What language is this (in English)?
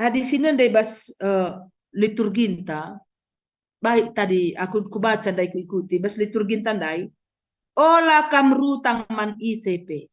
Batak Karo